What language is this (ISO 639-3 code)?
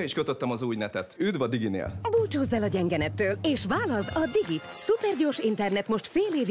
hun